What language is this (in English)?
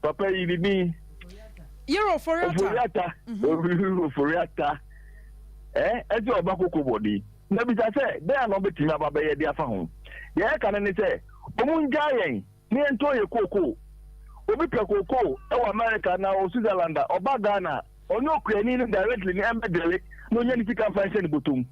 Akan